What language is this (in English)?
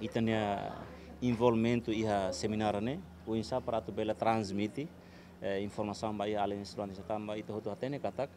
Tetum